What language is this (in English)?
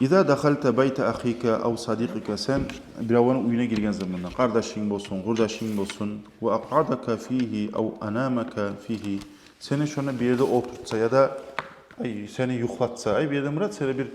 Kumyk